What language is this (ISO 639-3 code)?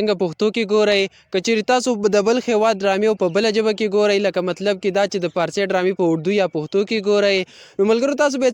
pus